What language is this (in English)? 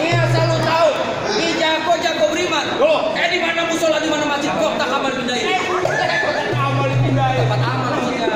Betawi